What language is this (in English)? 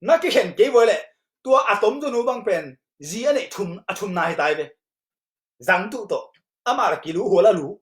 Tedim Chin